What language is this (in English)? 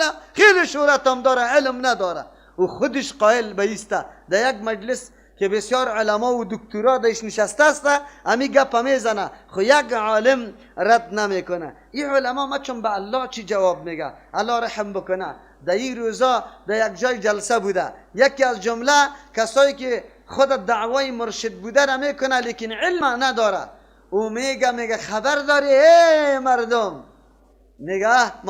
Persian